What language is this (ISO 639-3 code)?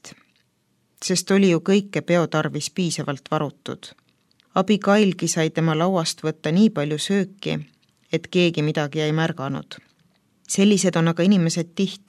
est